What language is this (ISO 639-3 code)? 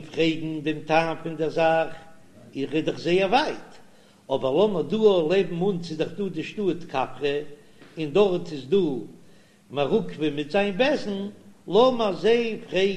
yid